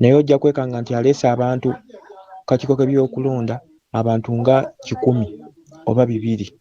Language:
Ganda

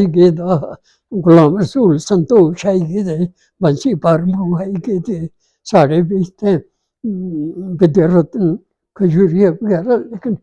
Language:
Dogri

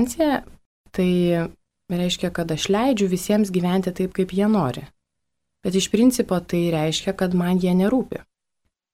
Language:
Lithuanian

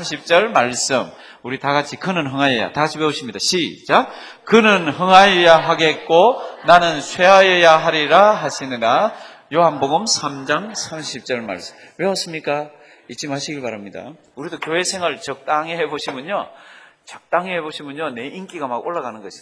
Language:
Korean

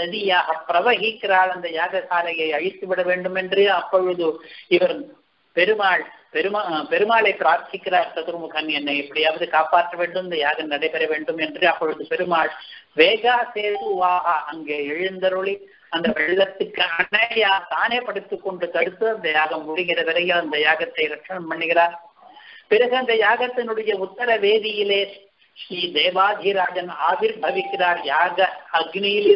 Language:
Tamil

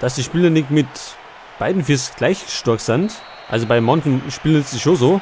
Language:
Bavarian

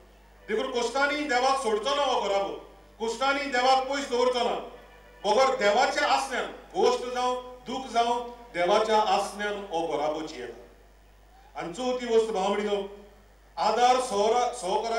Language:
Konkani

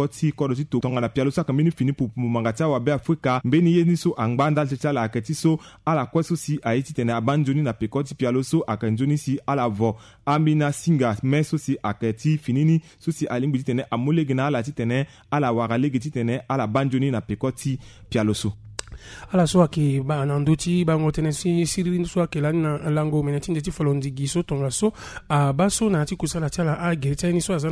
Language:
Sango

